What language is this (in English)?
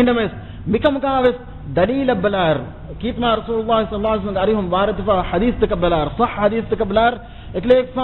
Divehi